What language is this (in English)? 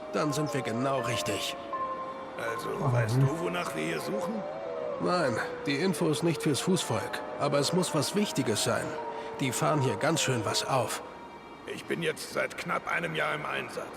Swiss German